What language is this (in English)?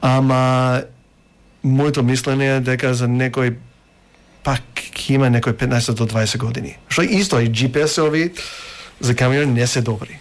Macedonian